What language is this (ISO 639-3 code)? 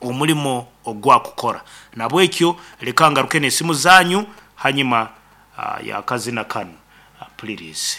nyn